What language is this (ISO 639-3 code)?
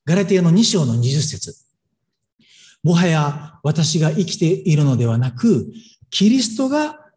jpn